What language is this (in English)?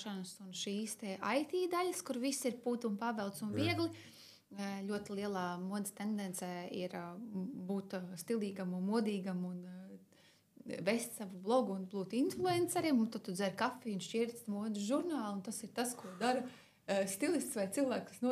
Latvian